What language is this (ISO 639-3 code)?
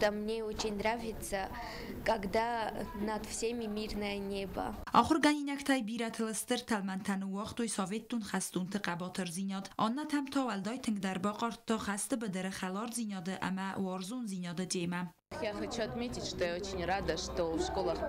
oss